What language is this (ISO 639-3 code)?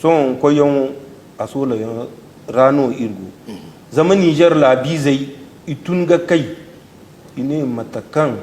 dje